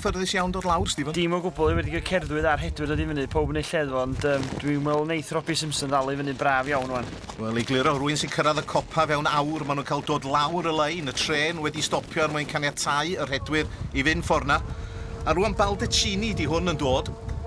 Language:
Welsh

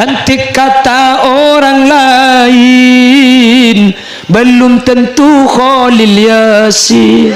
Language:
Madurese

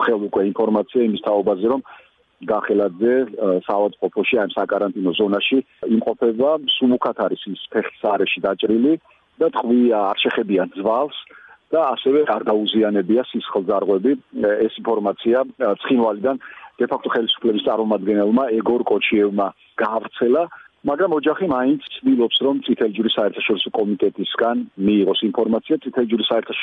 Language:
Georgian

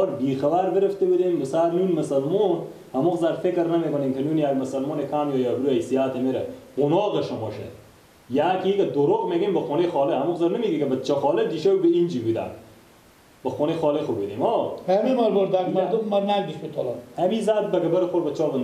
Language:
Persian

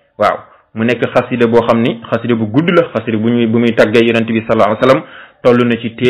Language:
Wolof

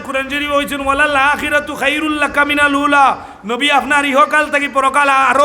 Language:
Sylheti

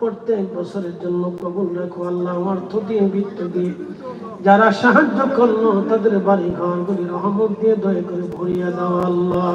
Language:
Sylheti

